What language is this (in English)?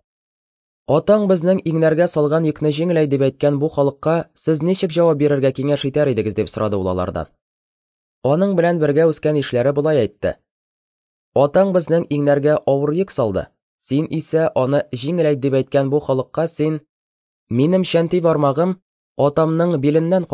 Tatar